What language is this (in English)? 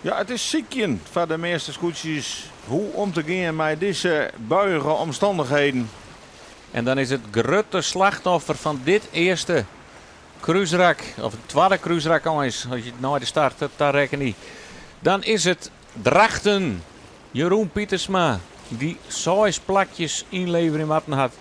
Western Frisian